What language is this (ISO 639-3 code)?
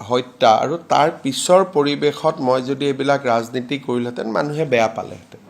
asm